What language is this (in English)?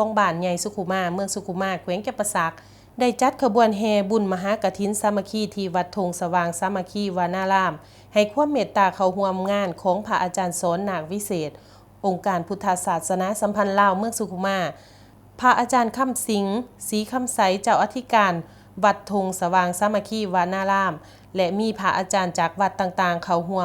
Lao